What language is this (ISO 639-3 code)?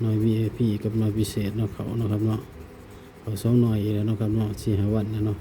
tts